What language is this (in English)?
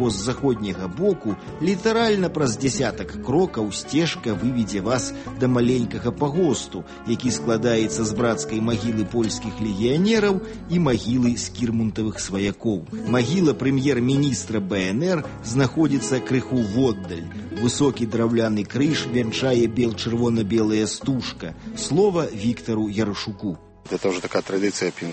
Belarusian